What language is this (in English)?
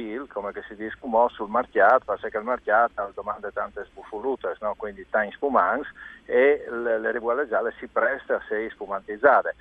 Friulian